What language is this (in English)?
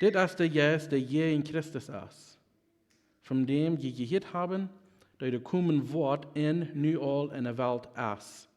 Plautdietsch